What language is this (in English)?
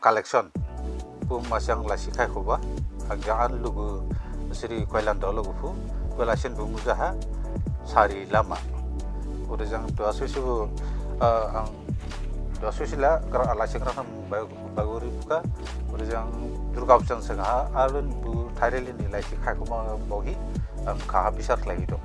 Dimasa